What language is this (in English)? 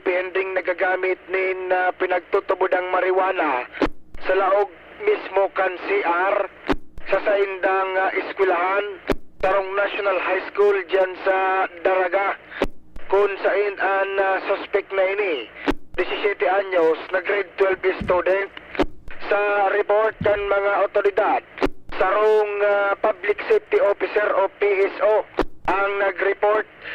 Bikol